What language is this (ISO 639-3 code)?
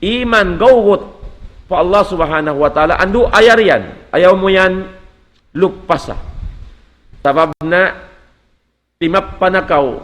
tsg